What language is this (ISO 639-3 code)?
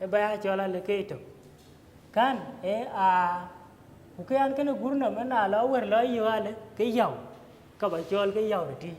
din